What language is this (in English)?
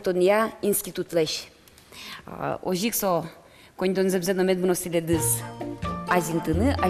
Udmurt